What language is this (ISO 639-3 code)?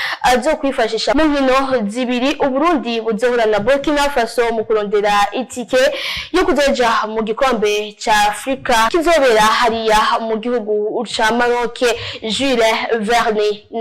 run